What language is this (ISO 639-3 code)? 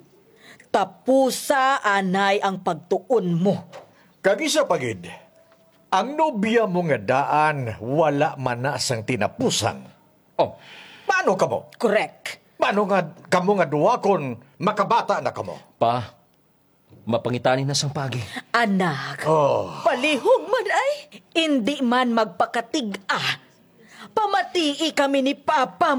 hil